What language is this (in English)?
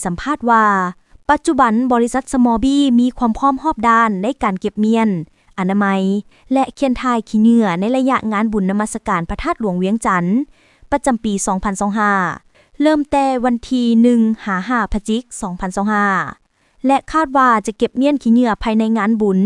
Lao